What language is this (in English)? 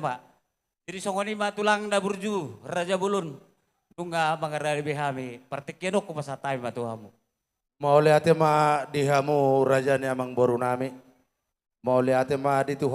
Batak Toba